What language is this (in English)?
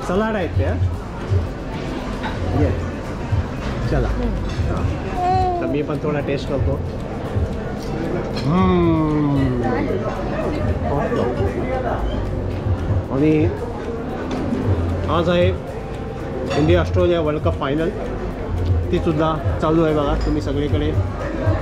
Marathi